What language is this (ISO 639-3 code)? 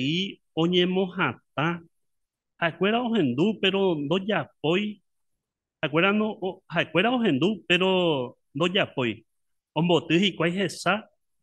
grn